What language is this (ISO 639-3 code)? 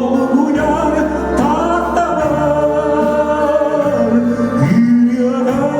sah